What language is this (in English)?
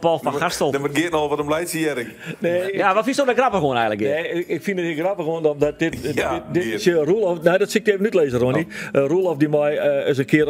Western Frisian